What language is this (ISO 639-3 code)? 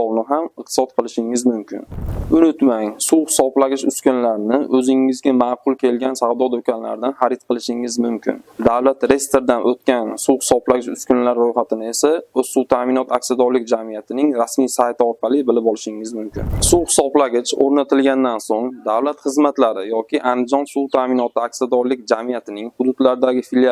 uzb